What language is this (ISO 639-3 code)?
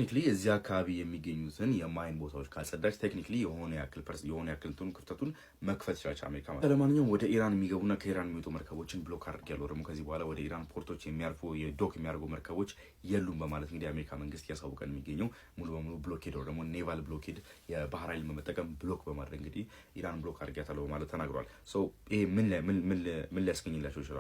amh